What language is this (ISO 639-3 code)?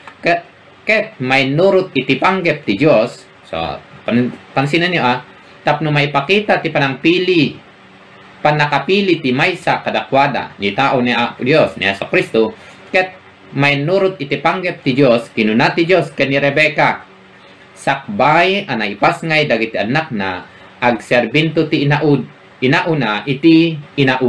ilo